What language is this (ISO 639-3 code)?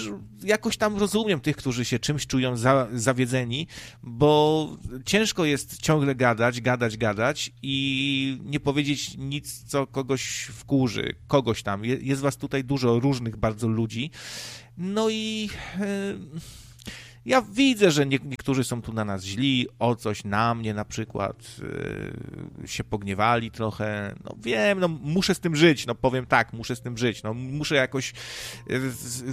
pol